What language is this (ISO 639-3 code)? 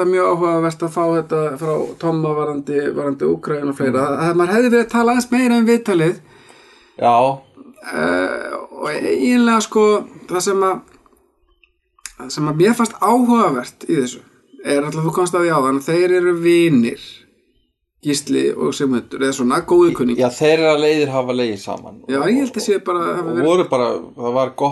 isl